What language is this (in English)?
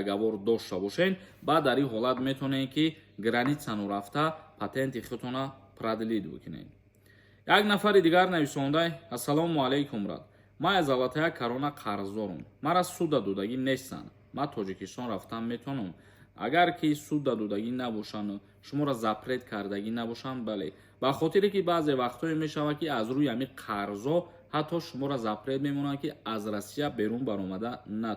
Tajik